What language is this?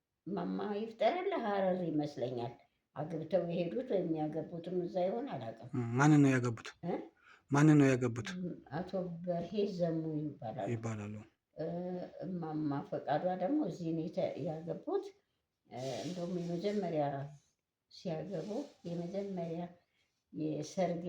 Amharic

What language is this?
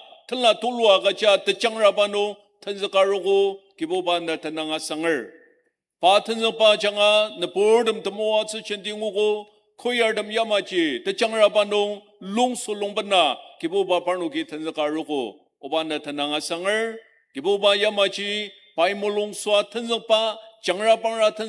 Ao Naga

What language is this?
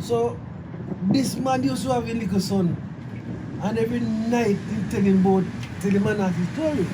Jamaican Creole English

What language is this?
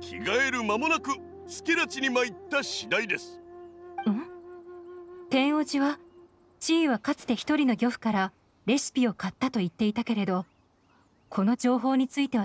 Japanese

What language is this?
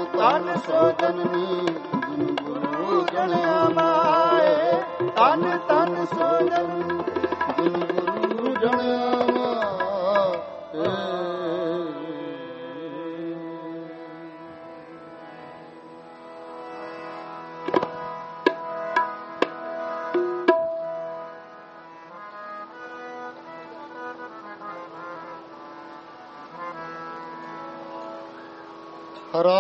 Punjabi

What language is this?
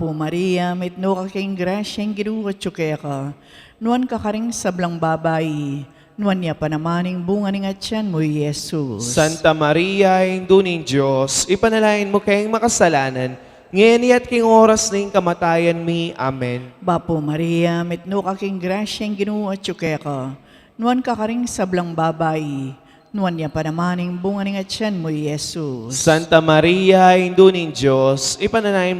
Pampanga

